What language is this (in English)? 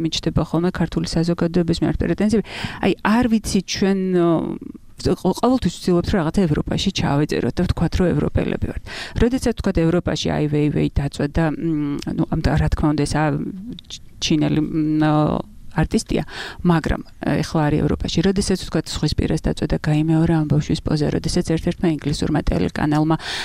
Georgian